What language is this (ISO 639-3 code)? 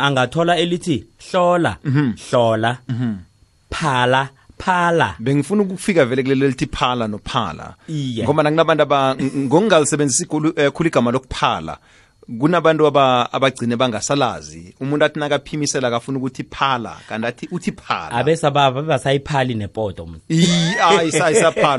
nbl